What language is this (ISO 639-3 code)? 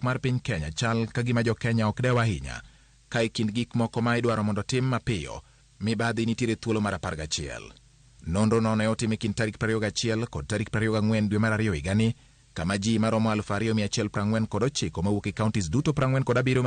luo